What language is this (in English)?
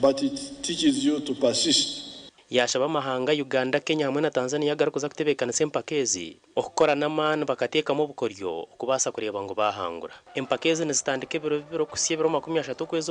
Nyankole